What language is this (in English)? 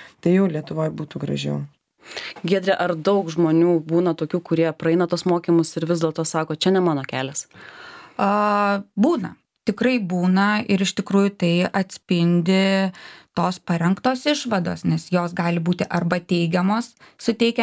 Lithuanian